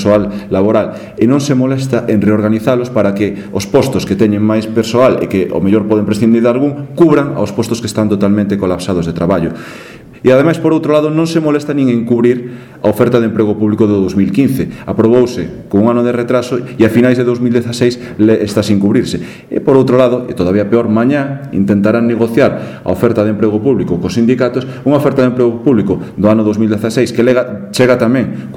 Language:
Galician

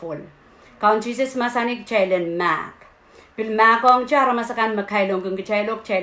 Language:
Pohnpeian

